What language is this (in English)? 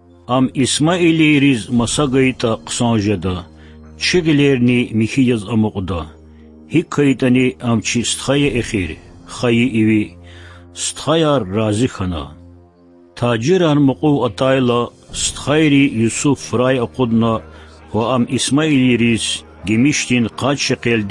Lezghian